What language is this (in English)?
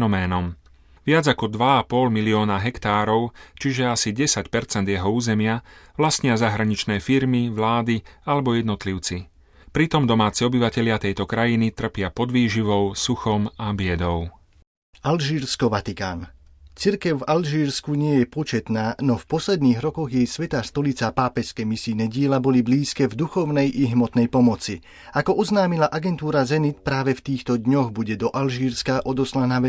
Slovak